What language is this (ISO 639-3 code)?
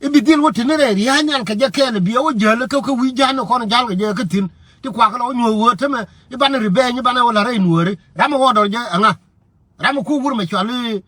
nus